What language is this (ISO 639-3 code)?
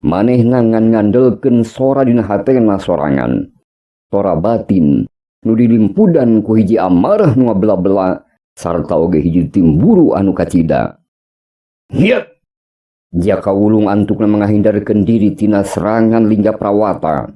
sun